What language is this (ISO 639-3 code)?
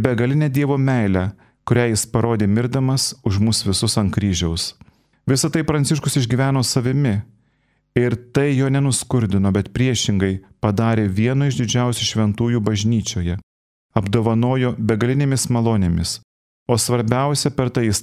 lit